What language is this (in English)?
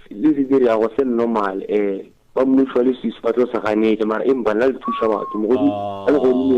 Northern Sotho